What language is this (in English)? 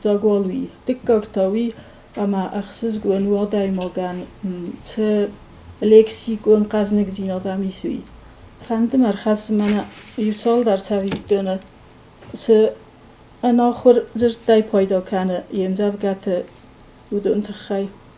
Ossetic